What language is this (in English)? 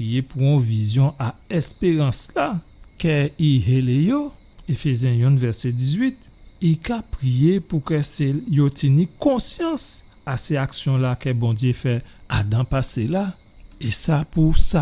Guadeloupean Creole French